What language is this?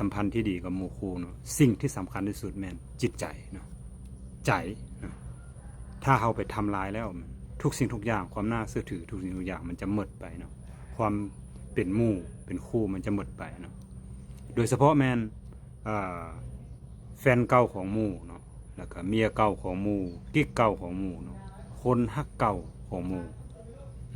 Lao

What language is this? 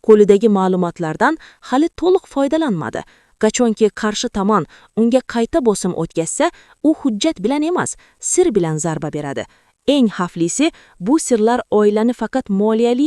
Uzbek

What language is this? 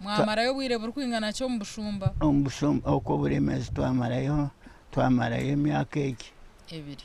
Nyankole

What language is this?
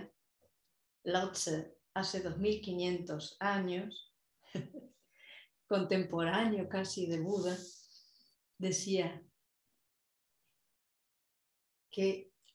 Spanish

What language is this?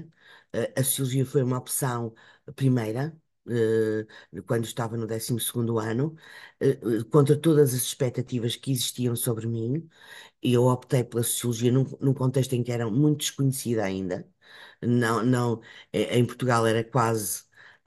Portuguese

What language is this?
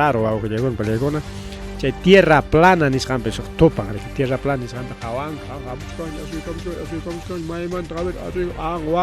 Ayacucho Quechua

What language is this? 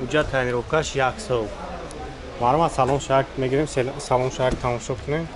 Tajik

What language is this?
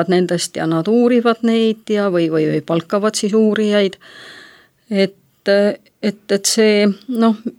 Estonian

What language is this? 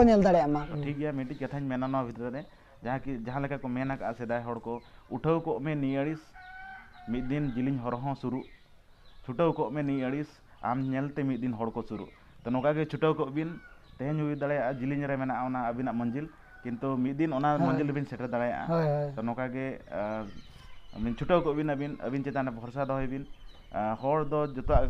Santali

